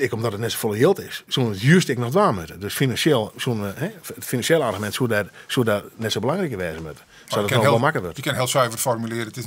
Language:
Western Frisian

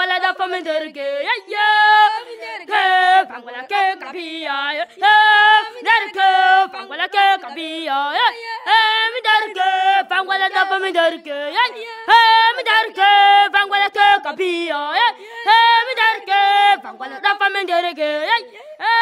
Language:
Albanian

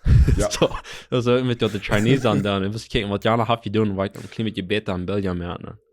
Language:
Plautdietsch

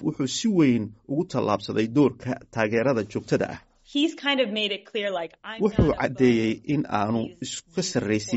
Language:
Somali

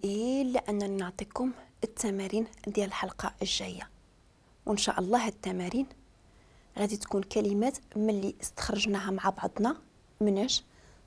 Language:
Moroccan Arabic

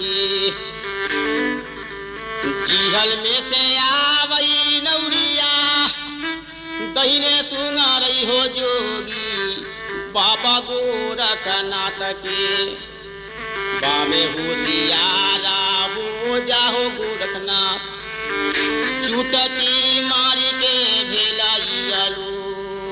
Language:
Bhojpuri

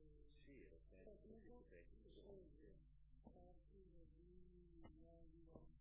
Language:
Italian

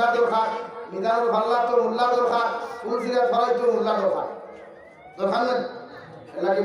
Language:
Sylheti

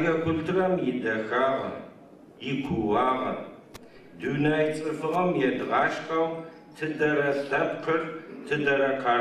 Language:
Adyghe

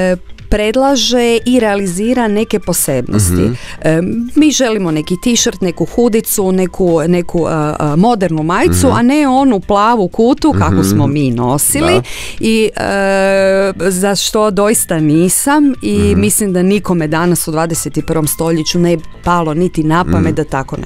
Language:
Croatian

